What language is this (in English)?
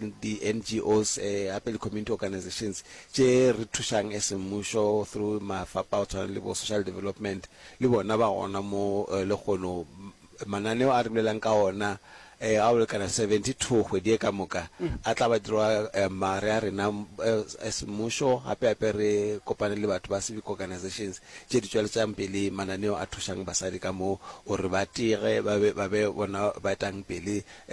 Northern Sotho